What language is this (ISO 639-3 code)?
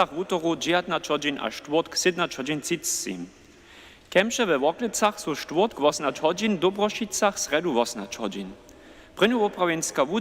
hsb